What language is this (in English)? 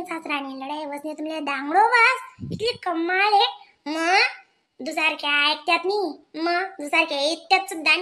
Khandesi